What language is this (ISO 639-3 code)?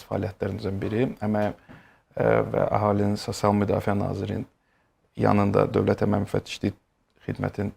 aze